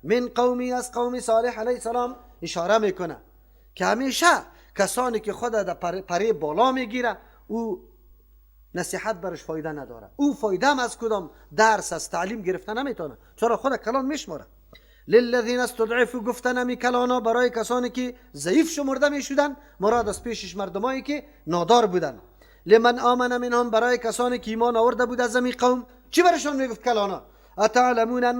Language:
Persian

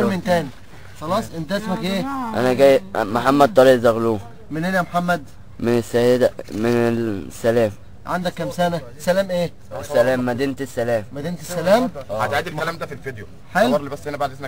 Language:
Egyptian Arabic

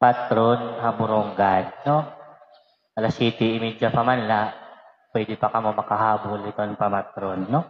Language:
Waray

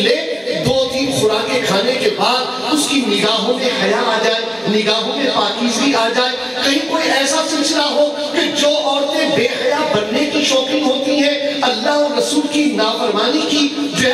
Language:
Urdu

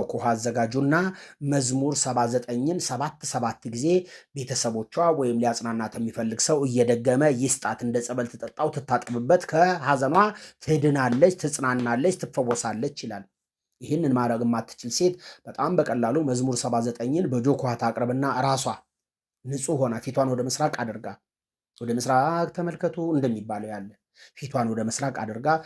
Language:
Amharic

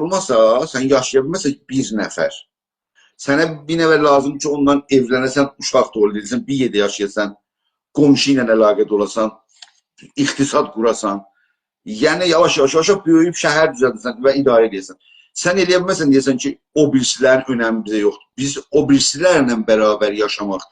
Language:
South Azerbaijani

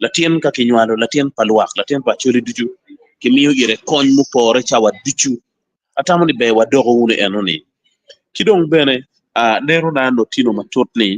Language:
Acoli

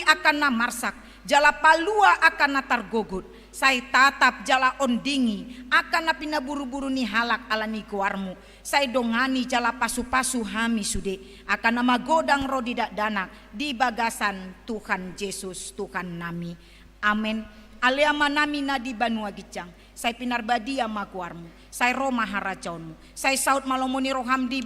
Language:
Batak Toba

